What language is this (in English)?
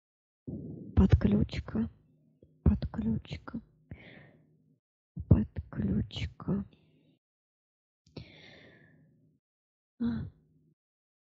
Russian